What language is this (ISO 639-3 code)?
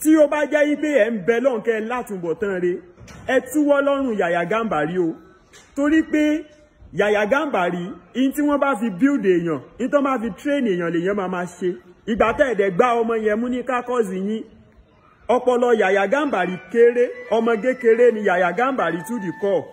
yor